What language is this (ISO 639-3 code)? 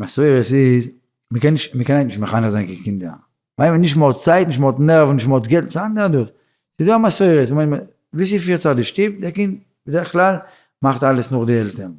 yid